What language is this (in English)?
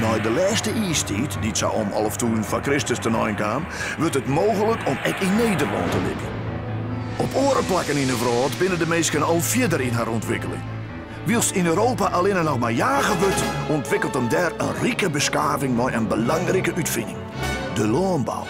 Western Frisian